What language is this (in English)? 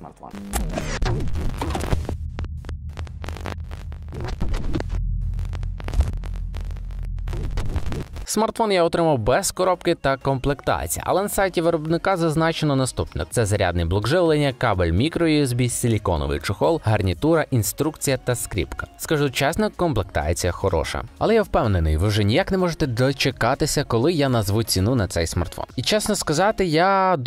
Ukrainian